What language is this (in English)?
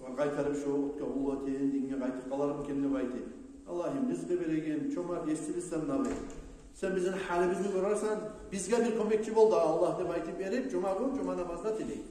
Kumyk